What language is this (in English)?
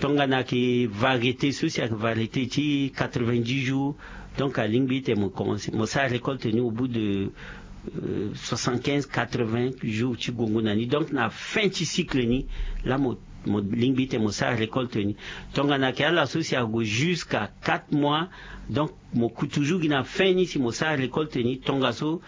Sango